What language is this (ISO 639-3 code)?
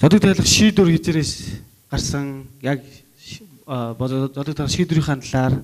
mon